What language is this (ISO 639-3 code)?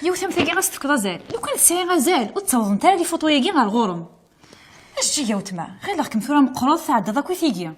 kab